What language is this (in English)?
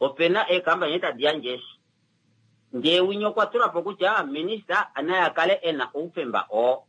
Kuanyama